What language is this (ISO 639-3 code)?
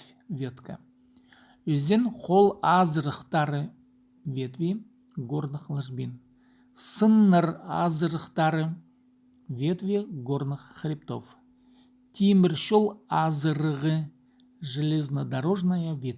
kjh